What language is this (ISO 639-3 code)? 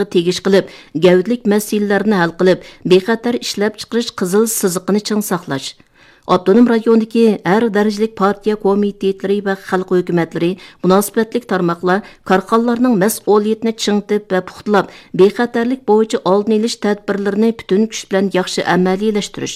uig